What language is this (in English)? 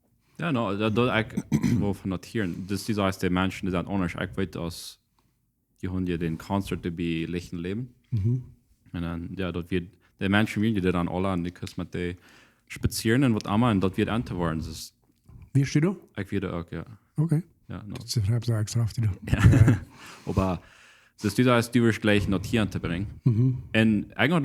Plautdietsch